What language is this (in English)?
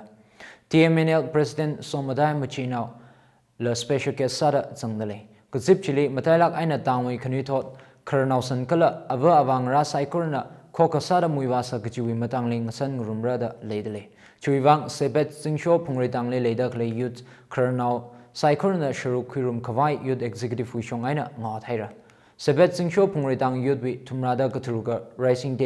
Tangkhul Naga (India)